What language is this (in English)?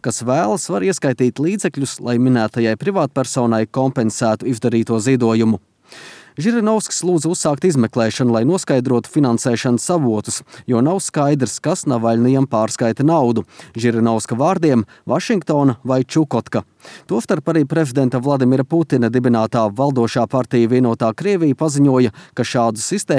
Latvian